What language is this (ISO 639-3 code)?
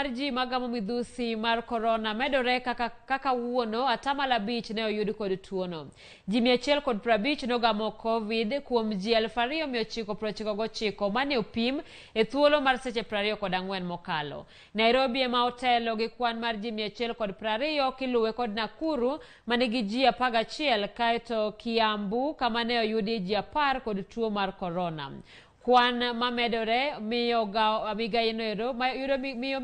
luo